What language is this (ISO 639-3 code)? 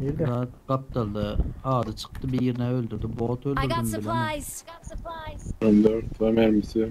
tuk